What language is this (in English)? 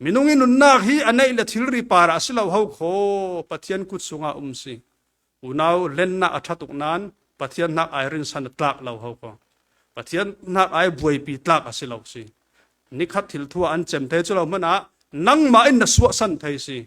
Falam Chin